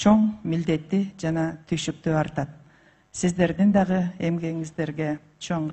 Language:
Kyrgyz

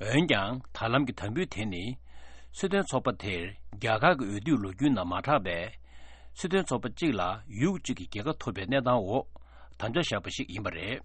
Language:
Tibetan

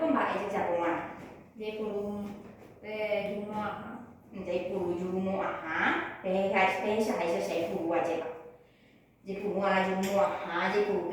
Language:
Guarani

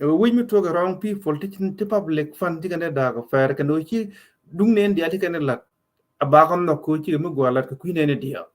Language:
Nuer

